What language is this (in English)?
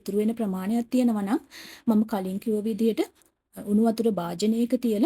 Sinhala